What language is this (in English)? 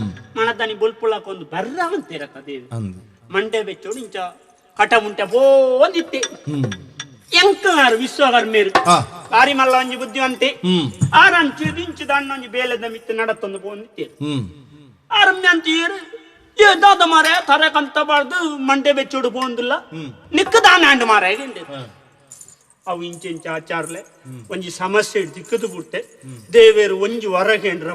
Tulu